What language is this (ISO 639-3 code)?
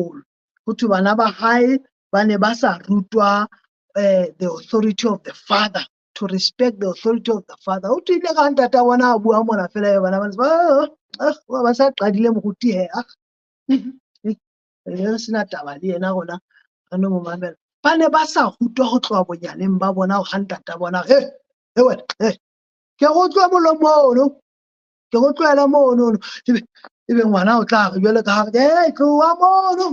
sot